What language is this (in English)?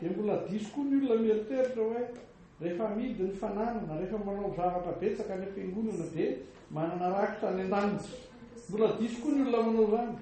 Malagasy